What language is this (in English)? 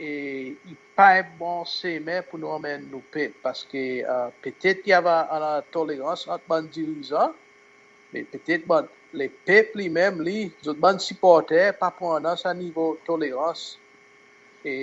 Seselwa Creole French